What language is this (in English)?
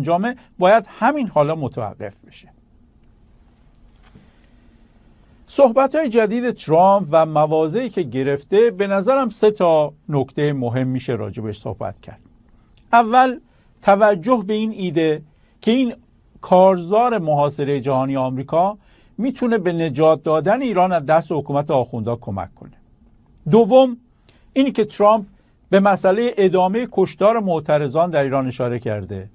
Persian